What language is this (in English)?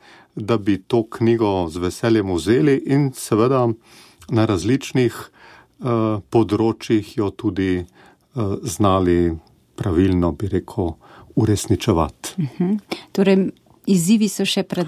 Slovenian